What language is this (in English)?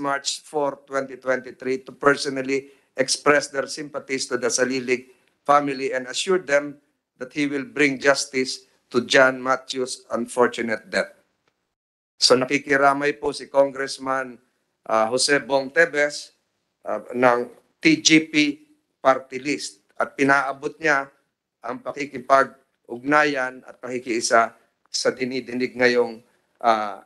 Filipino